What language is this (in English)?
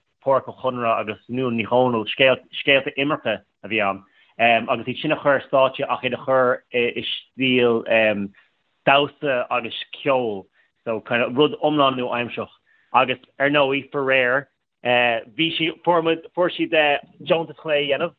Irish